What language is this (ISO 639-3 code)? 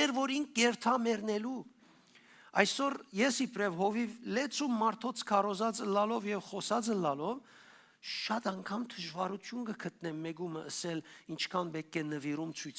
hyw